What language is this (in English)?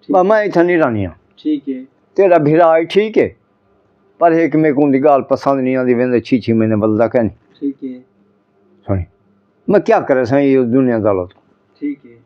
Saraiki